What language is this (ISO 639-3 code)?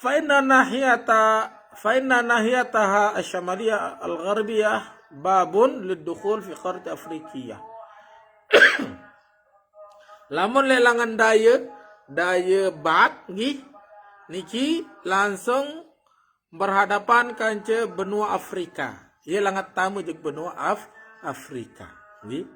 sas